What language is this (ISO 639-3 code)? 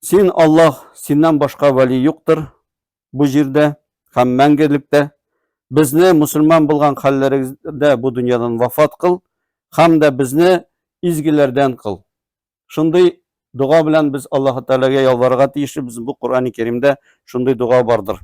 tat